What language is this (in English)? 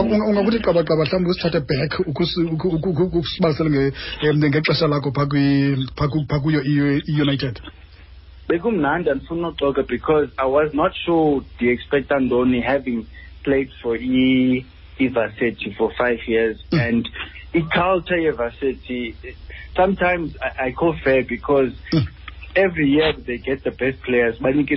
Xhosa